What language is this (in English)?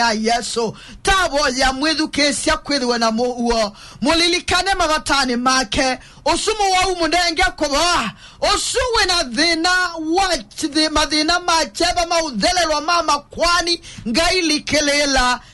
Kamba